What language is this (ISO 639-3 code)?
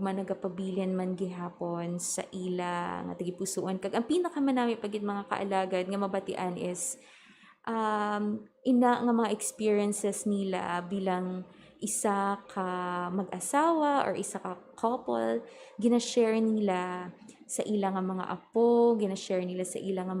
hil